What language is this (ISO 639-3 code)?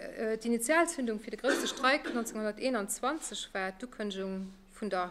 ltz